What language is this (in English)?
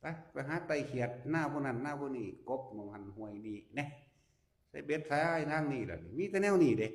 Northeastern Thai